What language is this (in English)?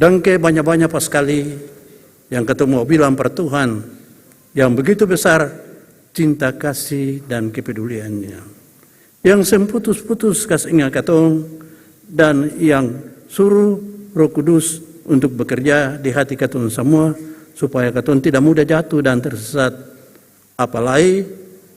Ambonese Malay